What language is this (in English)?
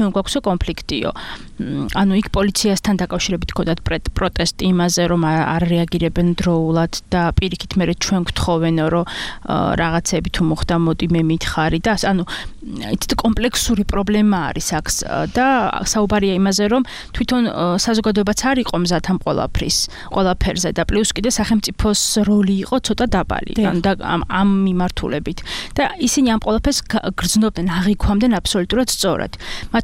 Georgian